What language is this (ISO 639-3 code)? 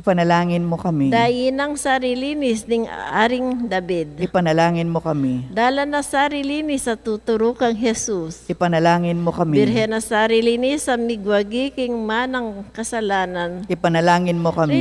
pam